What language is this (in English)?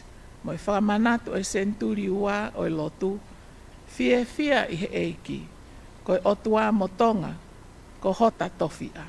Tongan